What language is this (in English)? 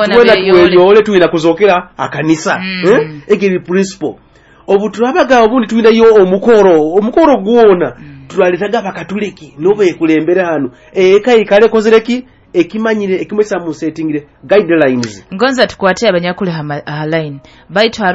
Nyoro